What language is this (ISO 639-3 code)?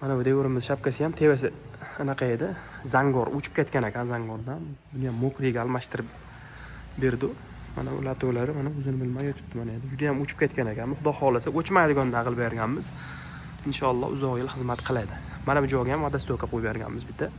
uzb